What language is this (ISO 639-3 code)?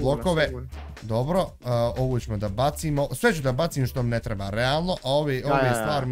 bos